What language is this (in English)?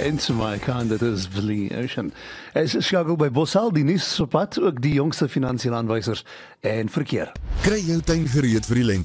Afrikaans